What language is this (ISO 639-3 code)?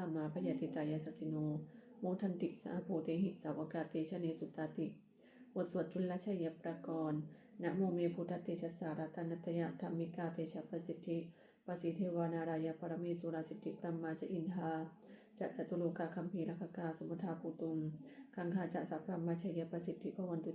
pli